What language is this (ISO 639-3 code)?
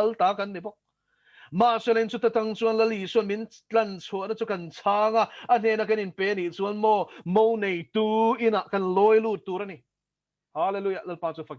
lus